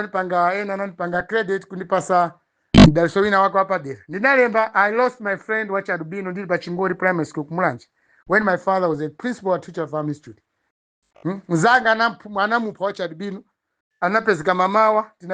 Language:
Nyanja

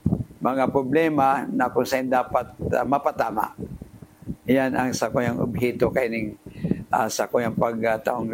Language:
Bikol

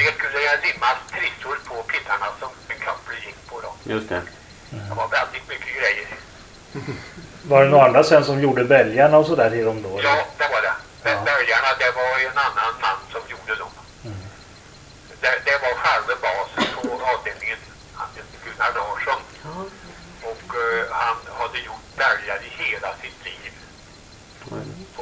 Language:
Swedish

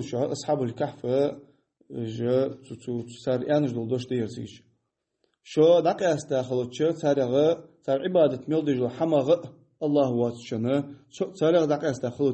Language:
Ingush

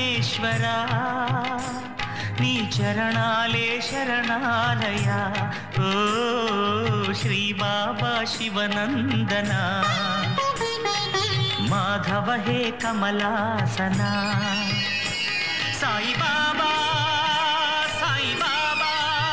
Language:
Telugu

